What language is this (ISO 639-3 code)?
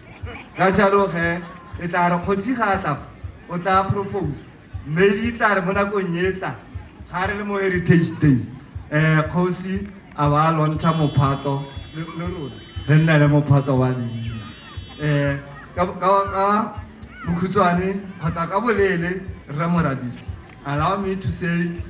tsn